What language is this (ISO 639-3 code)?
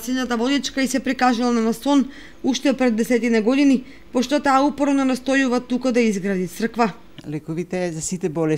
mkd